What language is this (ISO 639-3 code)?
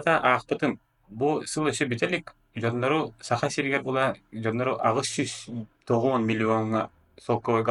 sah